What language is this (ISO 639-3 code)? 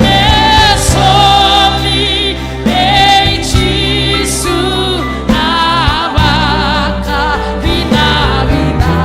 fij